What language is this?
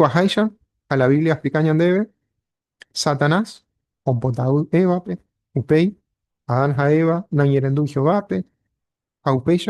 Guarani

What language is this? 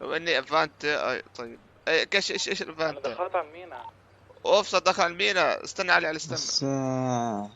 North Levantine Arabic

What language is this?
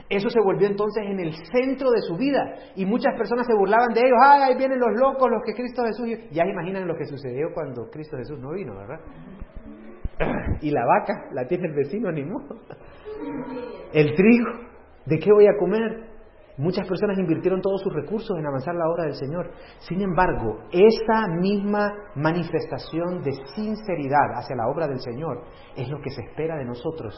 Spanish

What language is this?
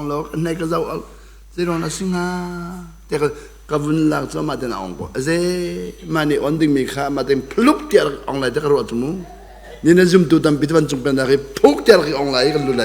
Hakha Chin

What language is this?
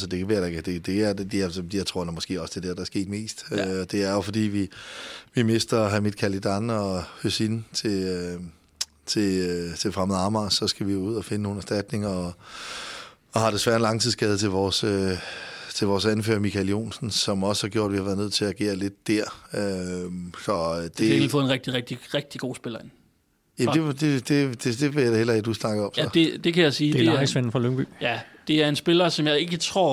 Danish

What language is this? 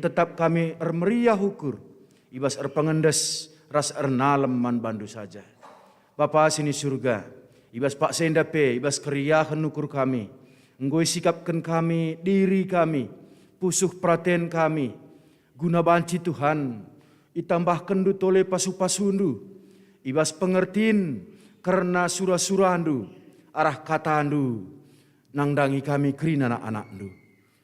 Batak Karo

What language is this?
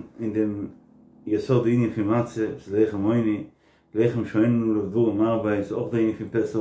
Yiddish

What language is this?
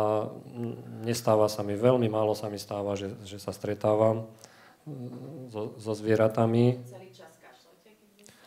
Slovak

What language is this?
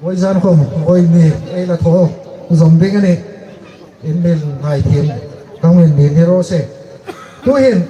Hmar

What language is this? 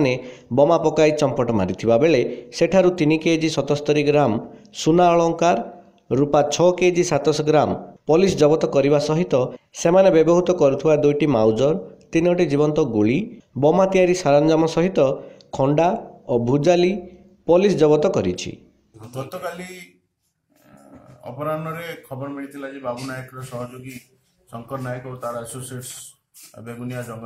Odia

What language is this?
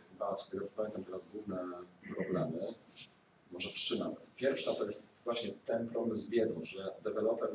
Polish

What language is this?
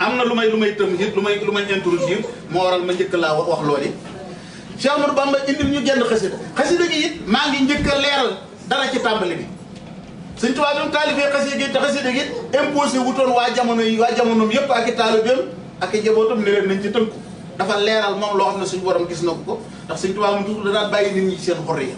Wolof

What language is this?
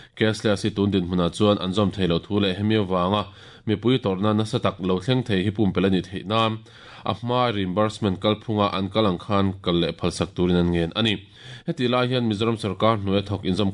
Mizo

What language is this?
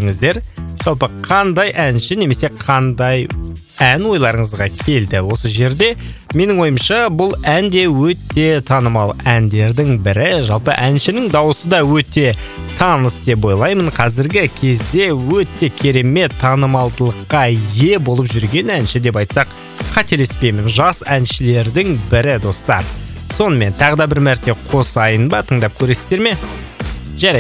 Kazakh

